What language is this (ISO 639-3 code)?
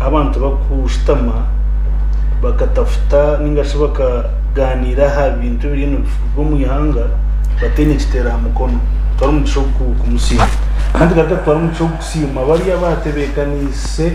nyn